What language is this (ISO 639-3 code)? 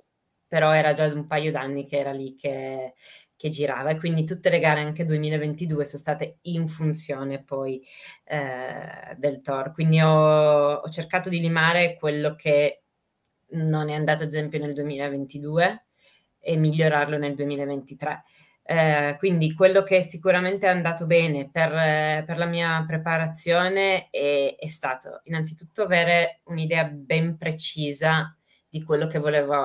ita